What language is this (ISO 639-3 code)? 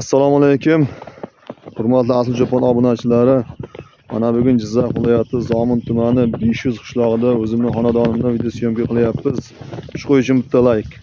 uzb